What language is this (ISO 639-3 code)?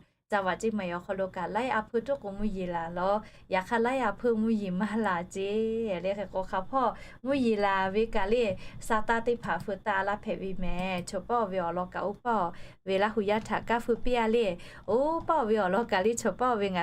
lhu